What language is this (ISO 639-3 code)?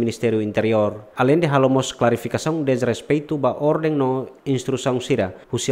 tet